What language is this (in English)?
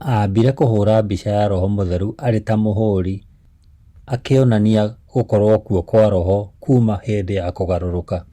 Kikuyu